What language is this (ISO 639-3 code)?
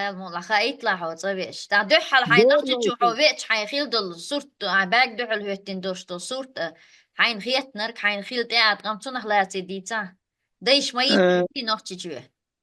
che